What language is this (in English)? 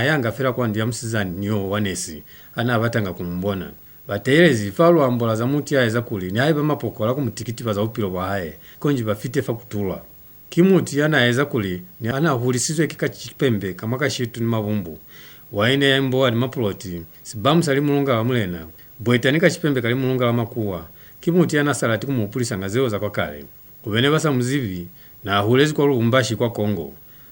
Lozi